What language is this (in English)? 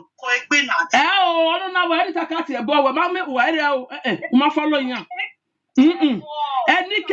Nigerian Pidgin